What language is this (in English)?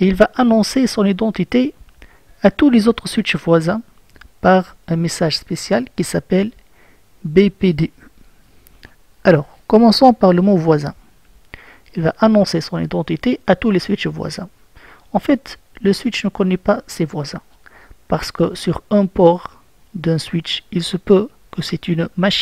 French